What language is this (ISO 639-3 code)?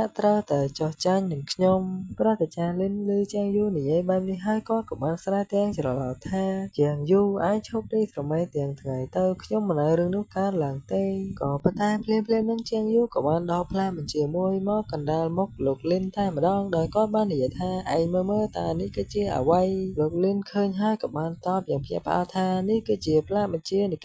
khm